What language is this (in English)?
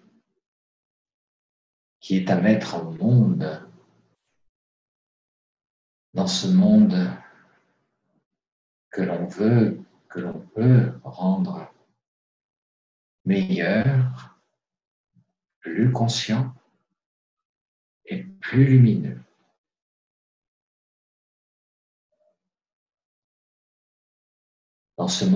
French